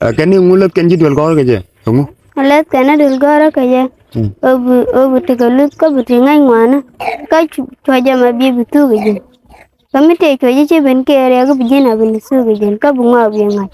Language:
Nuer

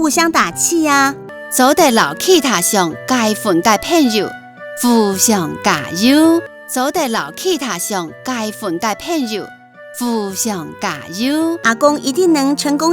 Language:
Hakka Chinese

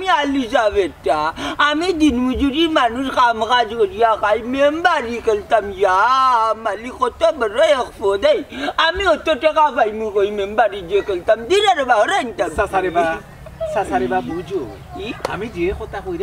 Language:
Sylheti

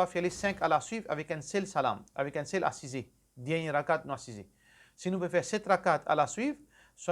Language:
Morisyen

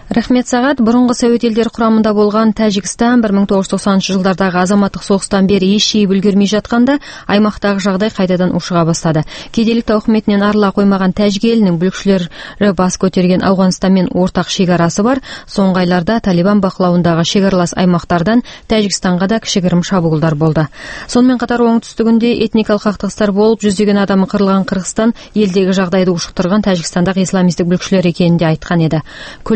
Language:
Kazakh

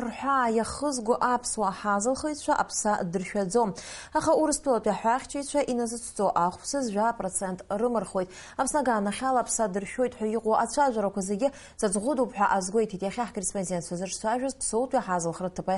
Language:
Abkhazian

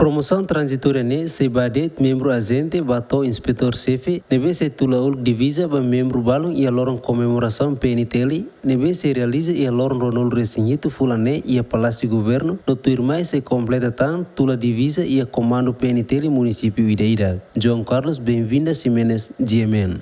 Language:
Tetum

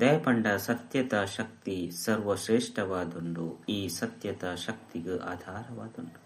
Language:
Tulu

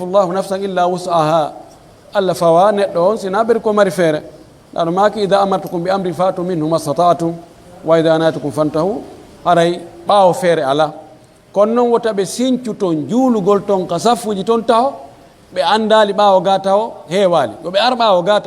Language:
Pular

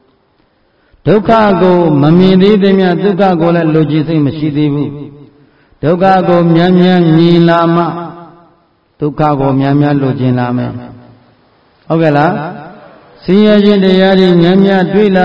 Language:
Burmese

